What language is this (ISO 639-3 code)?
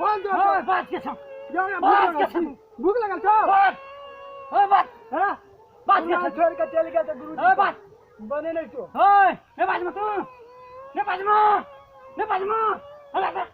mai